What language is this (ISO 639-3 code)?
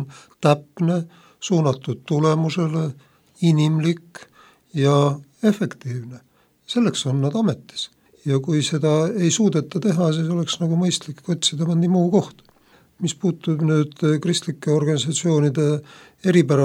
est